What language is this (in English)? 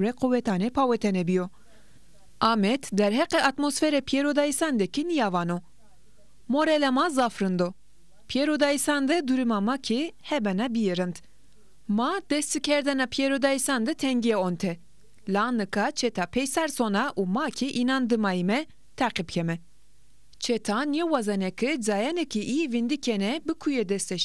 Zaza